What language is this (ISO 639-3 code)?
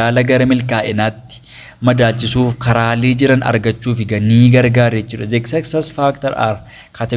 orm